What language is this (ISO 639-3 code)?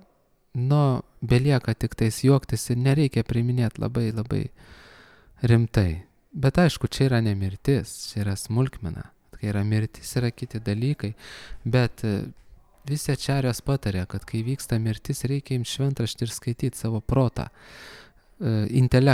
lit